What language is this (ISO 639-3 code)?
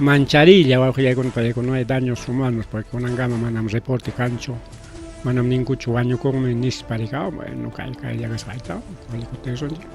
quy